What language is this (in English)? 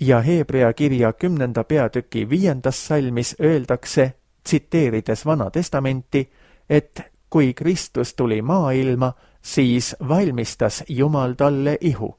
Estonian